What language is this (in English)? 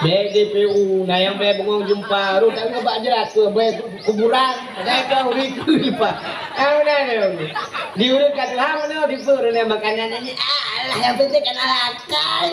Achinese